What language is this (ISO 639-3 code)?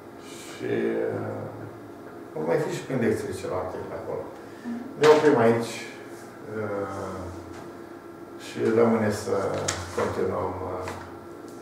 ron